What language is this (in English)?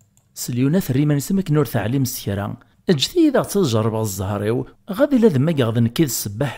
Kabyle